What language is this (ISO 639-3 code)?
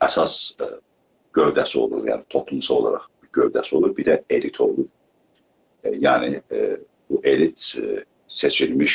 azb